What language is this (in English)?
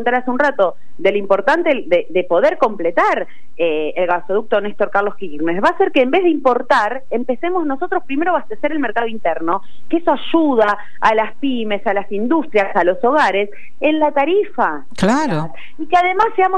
Spanish